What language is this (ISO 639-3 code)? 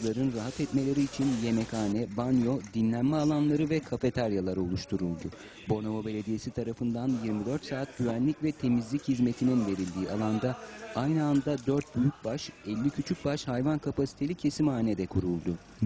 tur